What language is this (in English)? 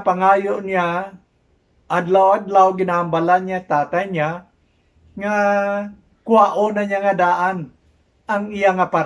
Hiligaynon